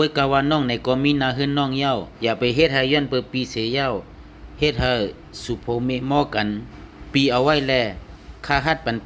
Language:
Shan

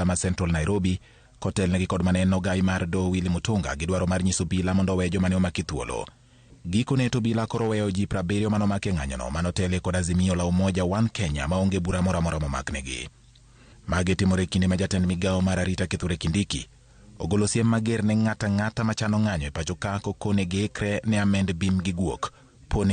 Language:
Luo (Kenya and Tanzania)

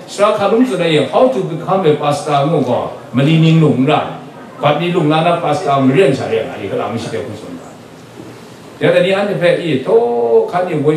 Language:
Kachin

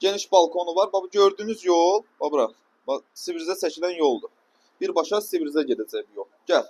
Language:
Azerbaijani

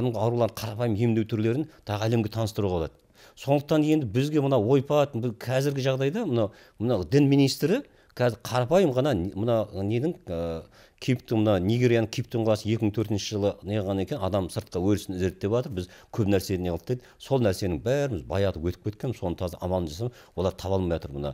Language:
Kazakh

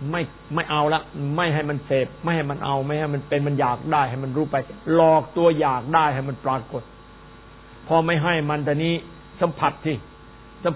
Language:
Thai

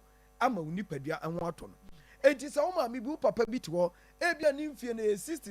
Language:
Akan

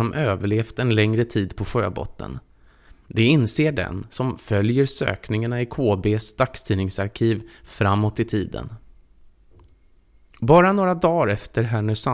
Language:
Swedish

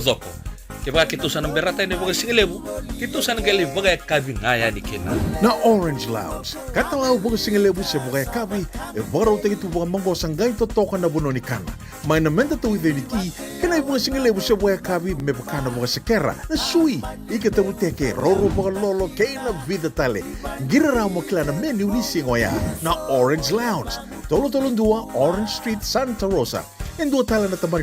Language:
Fijian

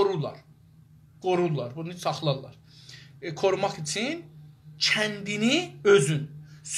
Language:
South Azerbaijani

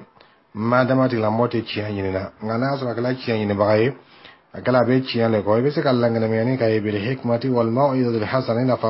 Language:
Bambara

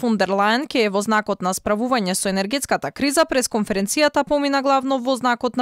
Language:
Macedonian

